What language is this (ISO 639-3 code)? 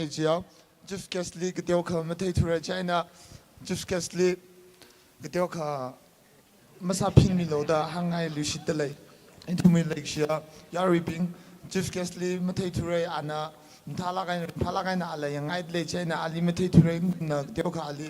nmf